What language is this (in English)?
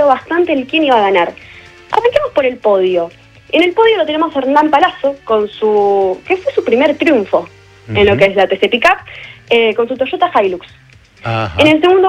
Spanish